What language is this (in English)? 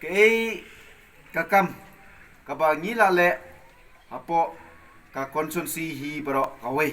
Khasi